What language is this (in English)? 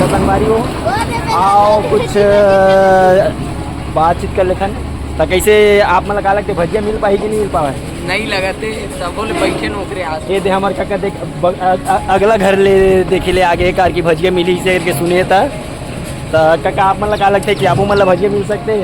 Chhattisgarhi